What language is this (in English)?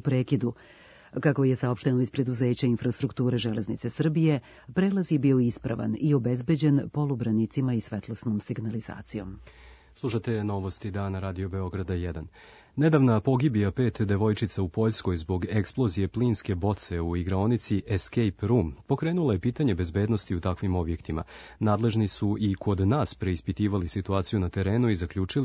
Serbian